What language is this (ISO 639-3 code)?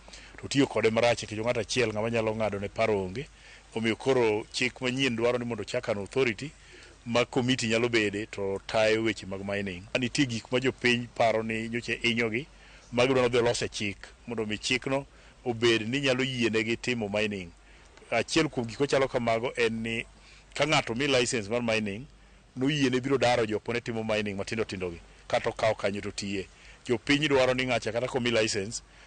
luo